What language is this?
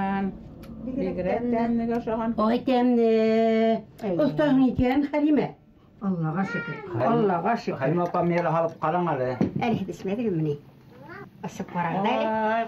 Bashkir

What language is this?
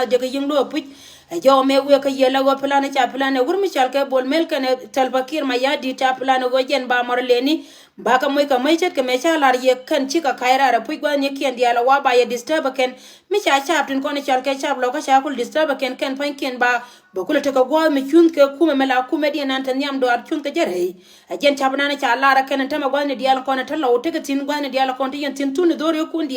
Nuer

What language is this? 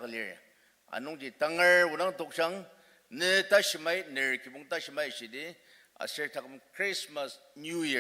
Ao Naga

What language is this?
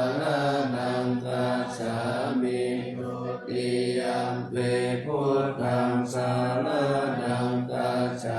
Pali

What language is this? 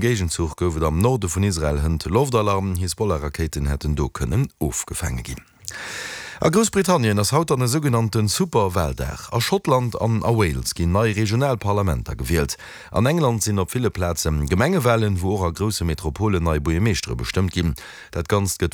Luxembourgish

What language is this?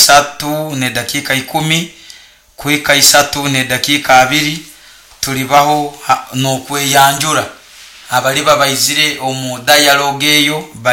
Nyoro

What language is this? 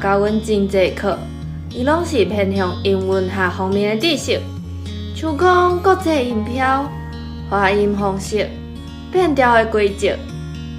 Min Nan Chinese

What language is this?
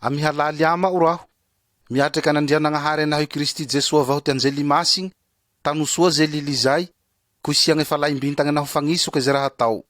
Malagasy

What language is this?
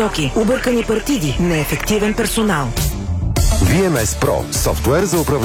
Bulgarian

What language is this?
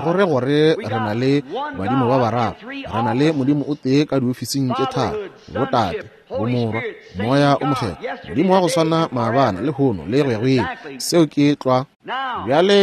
Northern Sotho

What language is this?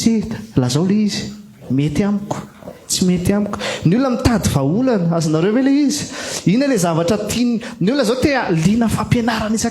Malagasy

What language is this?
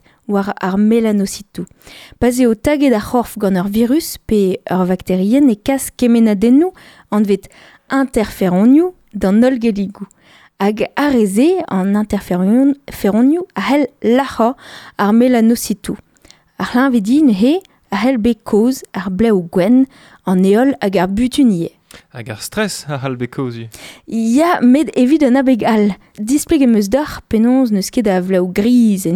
Breton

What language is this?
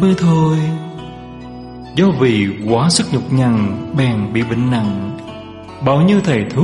Vietnamese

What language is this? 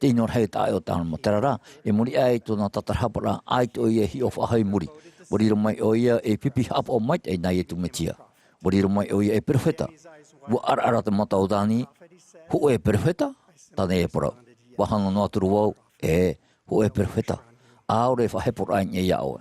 Tahitian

